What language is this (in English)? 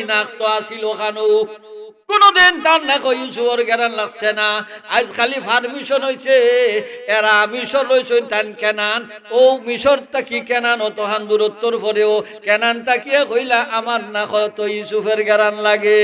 Sylheti